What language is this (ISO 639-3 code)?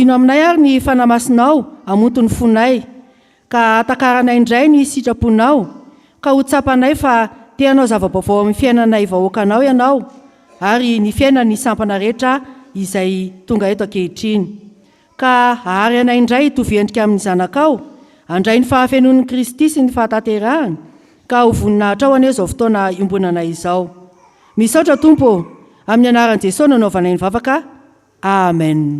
mlg